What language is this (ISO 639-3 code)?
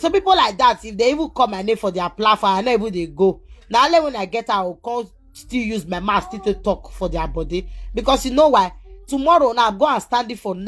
pcm